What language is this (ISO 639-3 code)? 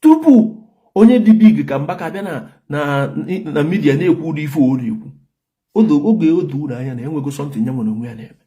ibo